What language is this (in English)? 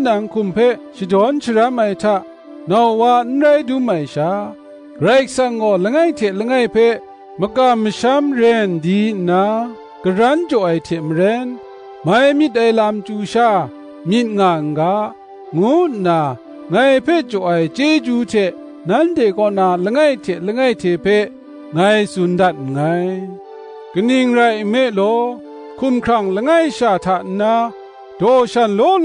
Kachin